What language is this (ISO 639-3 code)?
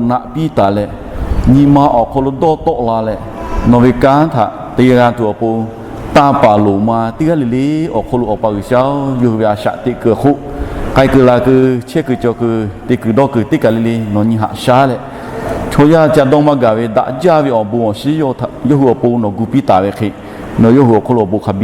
lhu